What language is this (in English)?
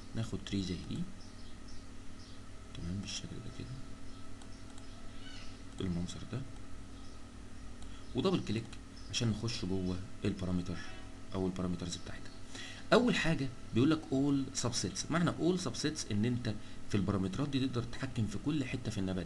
Egyptian Arabic